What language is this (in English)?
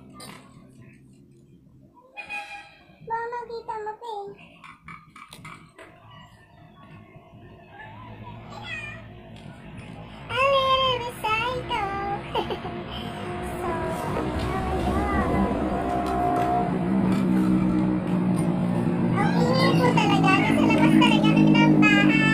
Filipino